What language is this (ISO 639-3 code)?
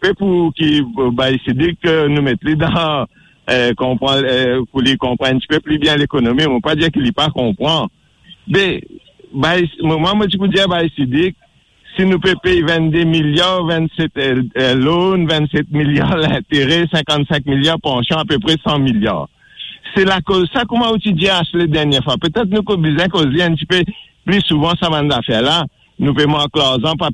mfe